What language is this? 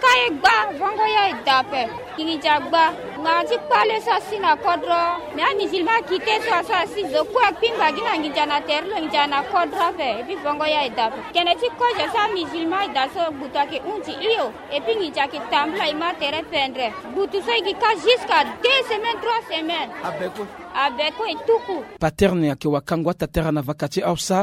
Sango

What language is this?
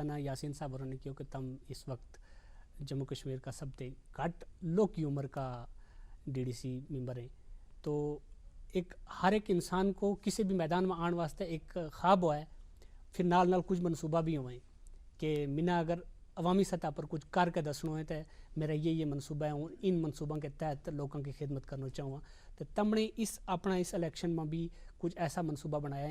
Gujari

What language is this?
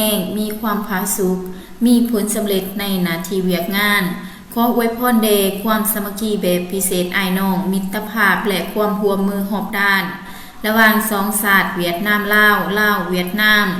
Lao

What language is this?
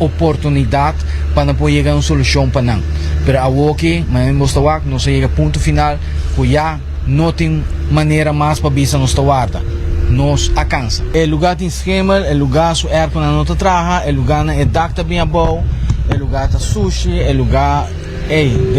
Papiamento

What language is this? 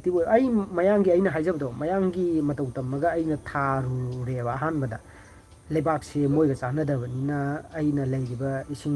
Manipuri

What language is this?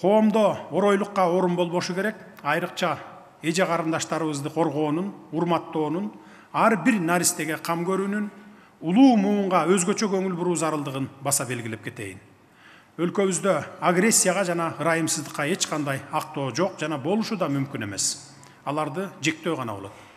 Kyrgyz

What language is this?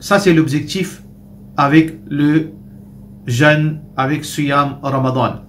Morisyen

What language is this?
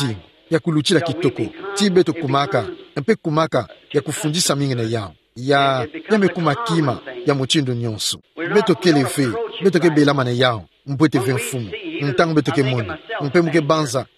Kituba (Democratic Republic of Congo)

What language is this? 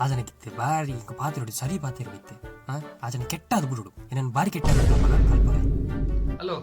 Tulu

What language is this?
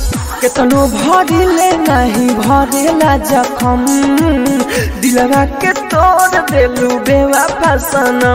Bhojpuri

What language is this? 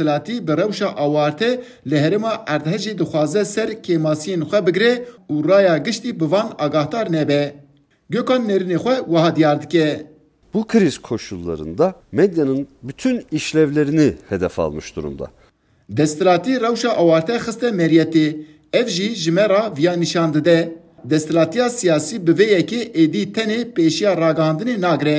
Kurdish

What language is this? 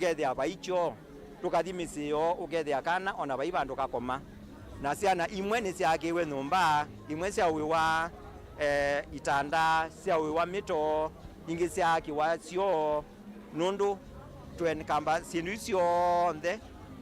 Kamba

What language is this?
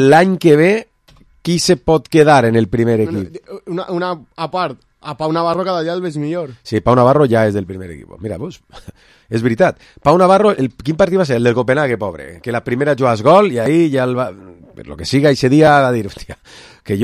Catalan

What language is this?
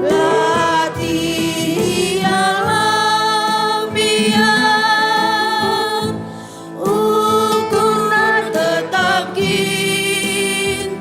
Batak Karo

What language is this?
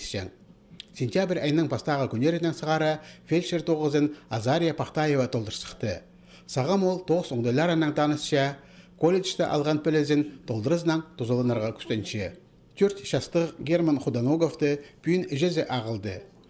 Khakas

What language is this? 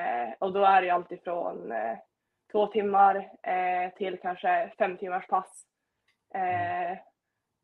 Swedish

